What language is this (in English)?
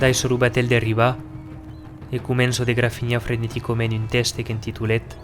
Occitan